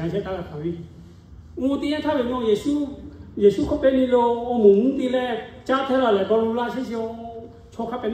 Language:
Lahu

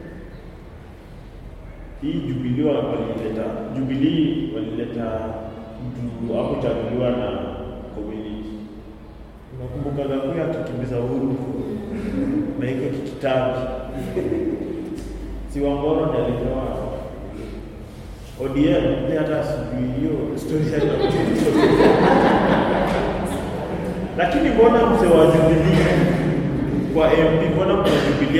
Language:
Swahili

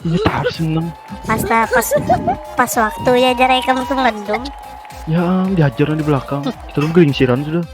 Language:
Banjar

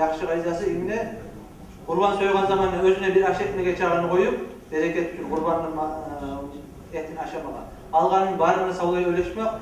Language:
Kumyk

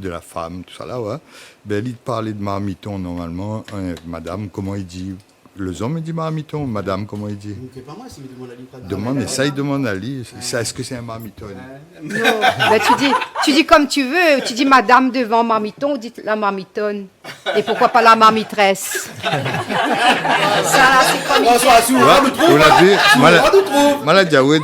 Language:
Réunion Creole French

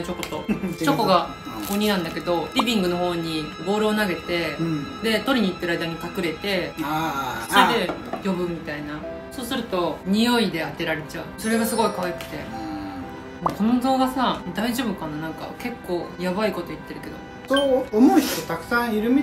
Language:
Japanese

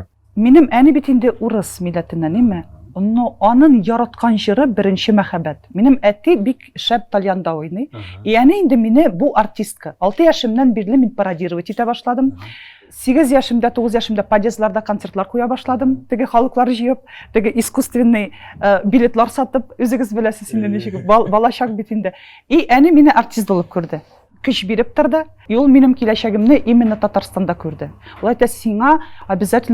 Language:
Tatar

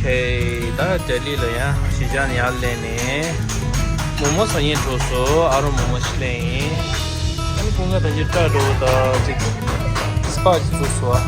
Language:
Tibetan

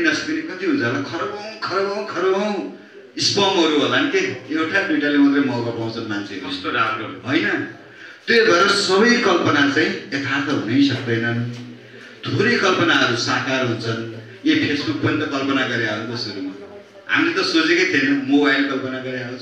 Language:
Nepali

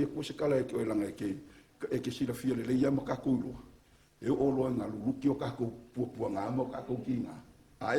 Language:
Samoan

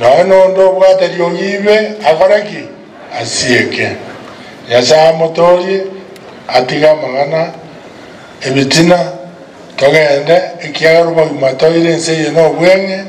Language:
Gusii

